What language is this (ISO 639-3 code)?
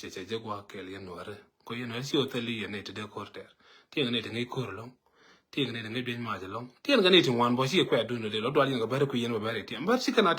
nus